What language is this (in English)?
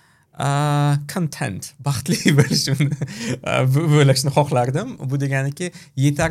Uzbek